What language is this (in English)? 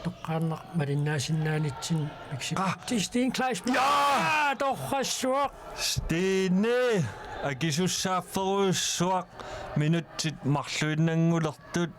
Kalaallisut